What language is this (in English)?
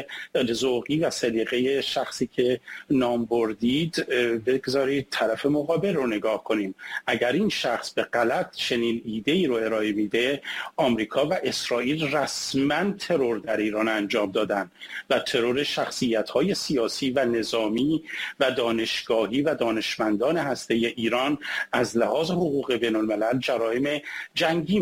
Persian